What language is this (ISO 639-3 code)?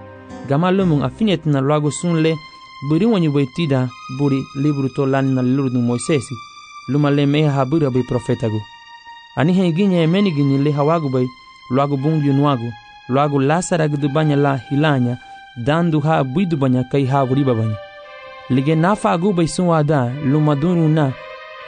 cab